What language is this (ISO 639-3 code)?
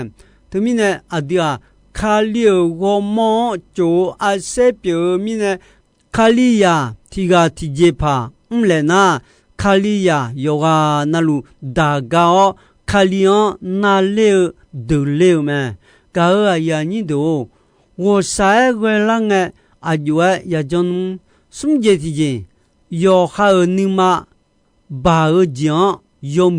ahk